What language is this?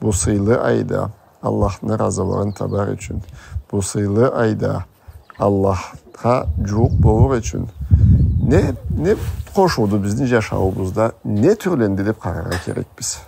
Karachay-Balkar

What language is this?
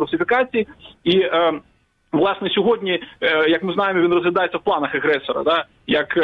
Ukrainian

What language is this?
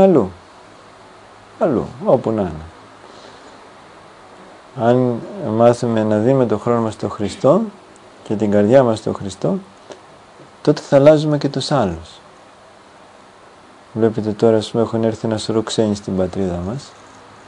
Greek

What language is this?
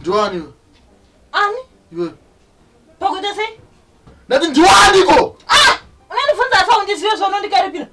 Shona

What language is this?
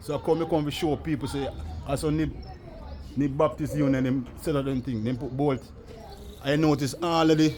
Jamaican Creole English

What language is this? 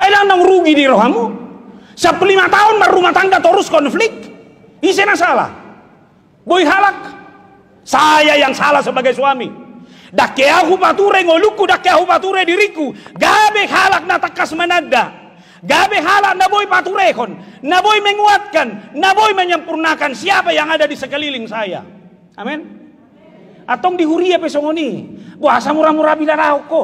Batak Toba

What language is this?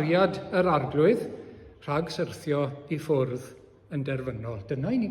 Welsh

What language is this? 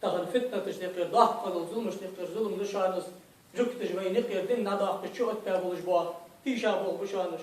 Ingush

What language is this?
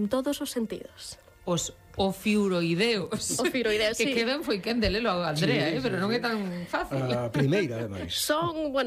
Galician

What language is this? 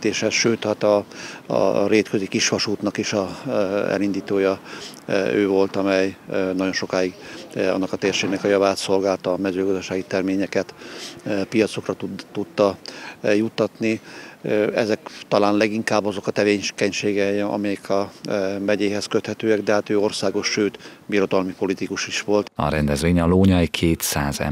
Hungarian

